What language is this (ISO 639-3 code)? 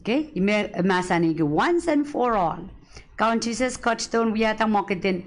pon